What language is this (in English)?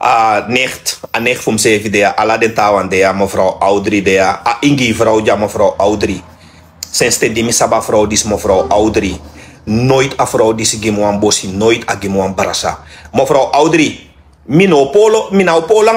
Sranan Tongo